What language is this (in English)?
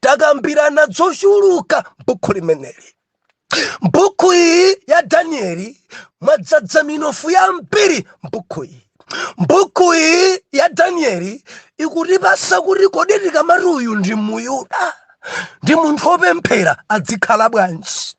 Nyanja